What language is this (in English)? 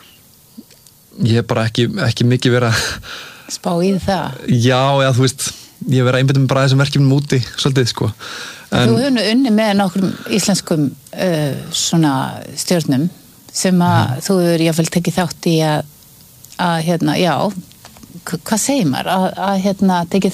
Icelandic